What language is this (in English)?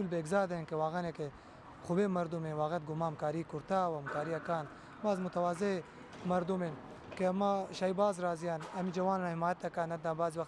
Baluchi